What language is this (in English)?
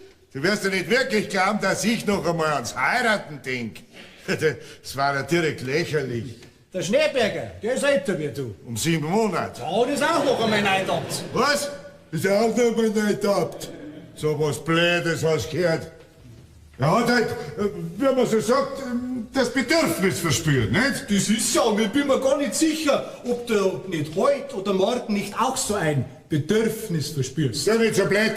Bavarian